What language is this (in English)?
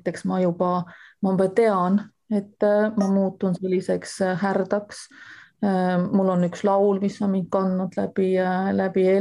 Estonian